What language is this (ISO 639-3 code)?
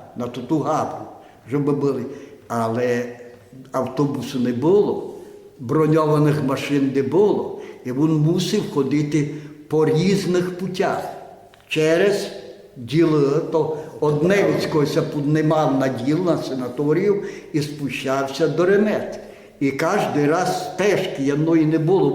rue